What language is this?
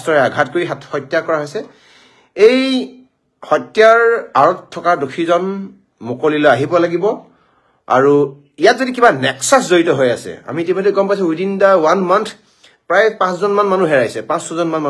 Assamese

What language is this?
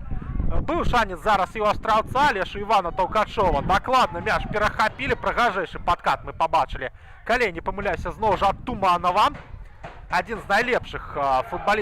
Belarusian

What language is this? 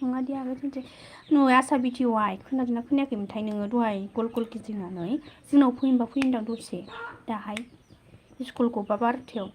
Bodo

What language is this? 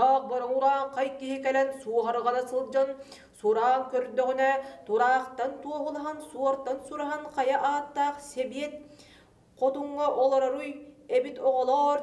Yakut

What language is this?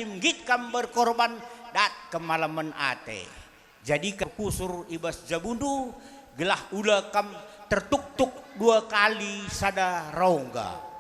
Batak Karo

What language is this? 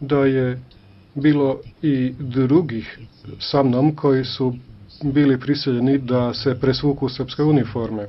Serbian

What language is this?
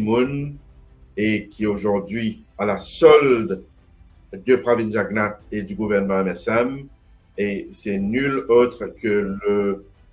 Morisyen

